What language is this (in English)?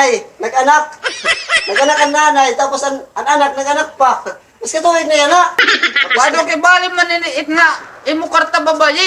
Waray